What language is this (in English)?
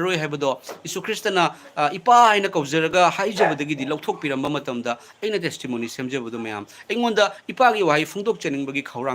Manipuri